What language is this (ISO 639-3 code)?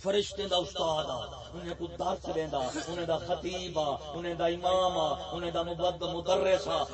skr